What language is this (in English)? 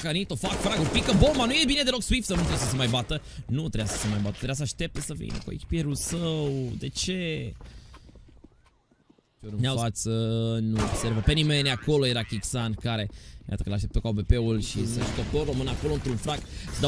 Romanian